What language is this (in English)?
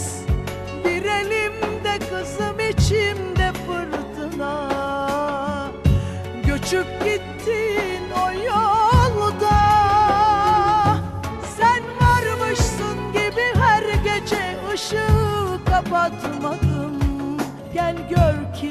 Turkish